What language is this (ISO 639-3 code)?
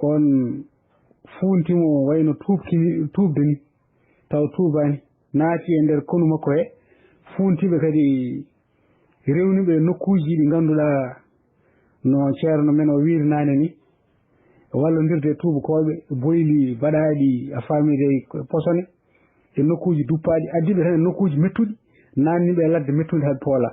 ful